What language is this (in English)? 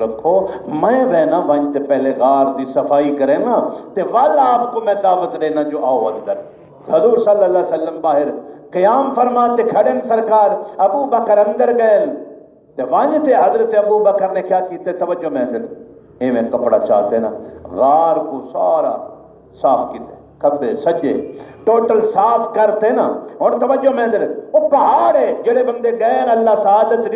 Saraiki